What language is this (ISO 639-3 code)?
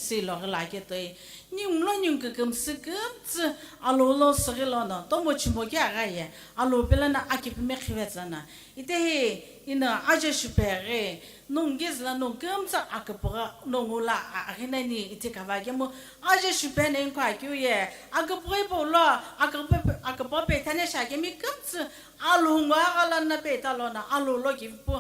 nsm